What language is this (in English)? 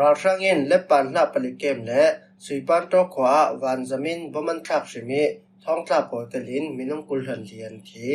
Falam Chin